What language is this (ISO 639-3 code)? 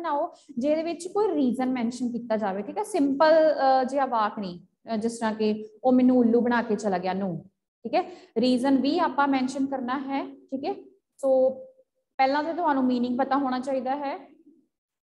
pan